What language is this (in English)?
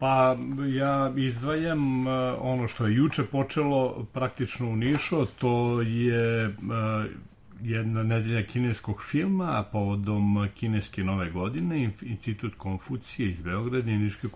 Serbian